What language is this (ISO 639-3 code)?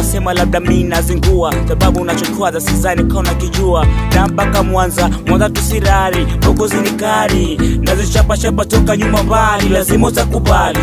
swa